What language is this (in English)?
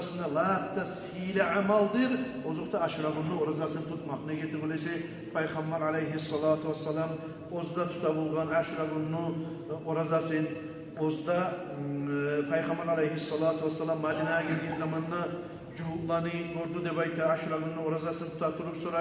Kumyk